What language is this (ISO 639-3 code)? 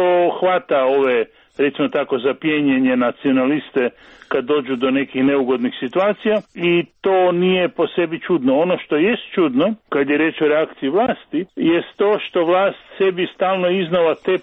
hrv